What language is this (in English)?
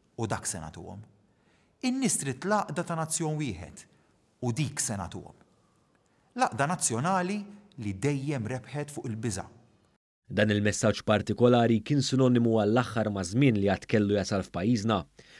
Maltese